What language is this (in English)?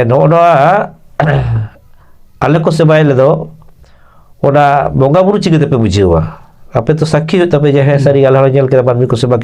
Santali